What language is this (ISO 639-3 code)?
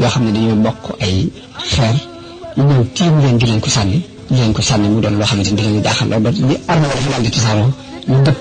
wol